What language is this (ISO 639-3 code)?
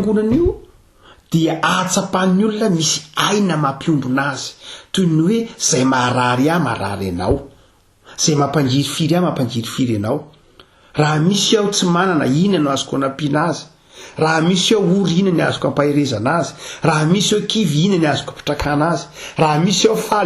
mlg